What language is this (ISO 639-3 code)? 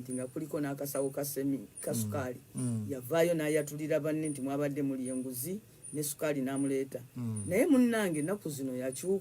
lug